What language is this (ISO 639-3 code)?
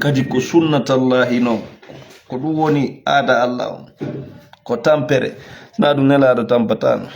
ful